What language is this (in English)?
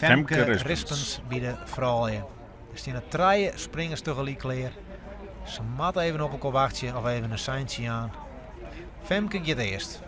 Western Frisian